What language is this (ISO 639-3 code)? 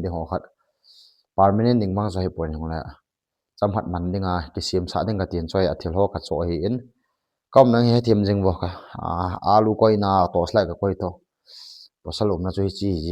tcz